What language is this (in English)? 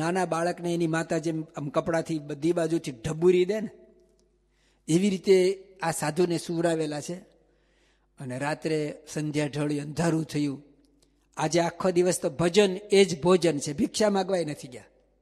Gujarati